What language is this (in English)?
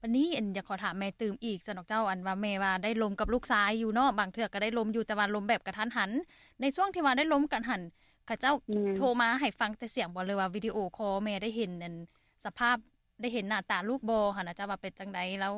Lao